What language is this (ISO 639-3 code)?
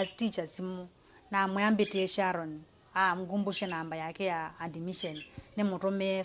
kam